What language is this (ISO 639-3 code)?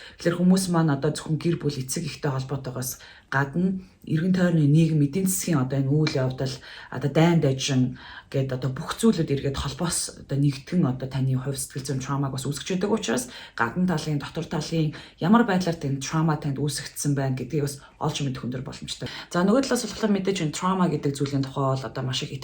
mon